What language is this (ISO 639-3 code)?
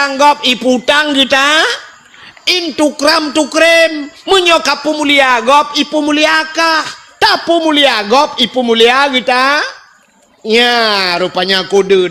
ace